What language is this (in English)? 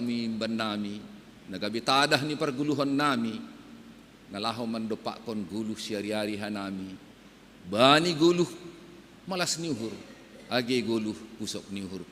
Batak Simalungun